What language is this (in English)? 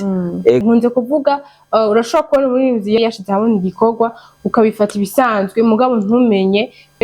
Rundi